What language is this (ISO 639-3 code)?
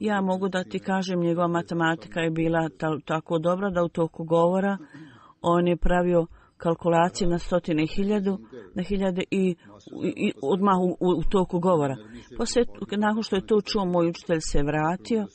bos